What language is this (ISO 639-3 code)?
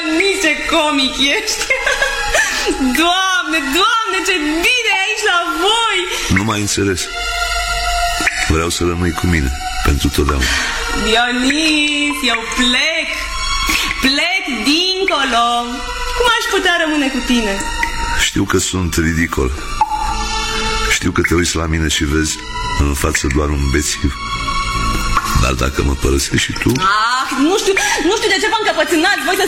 ron